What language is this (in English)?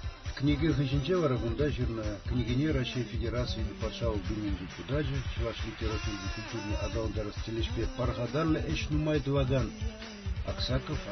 Chuvash